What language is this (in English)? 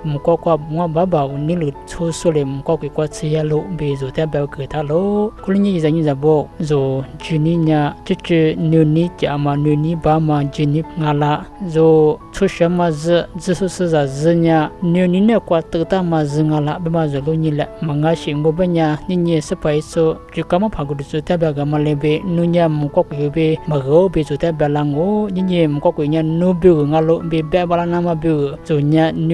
Lisu